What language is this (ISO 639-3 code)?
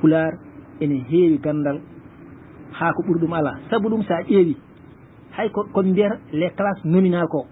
ful